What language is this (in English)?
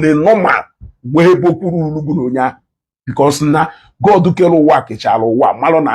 Igbo